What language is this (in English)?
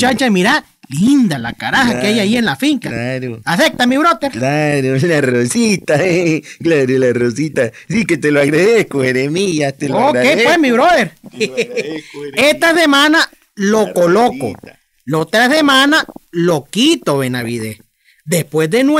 Spanish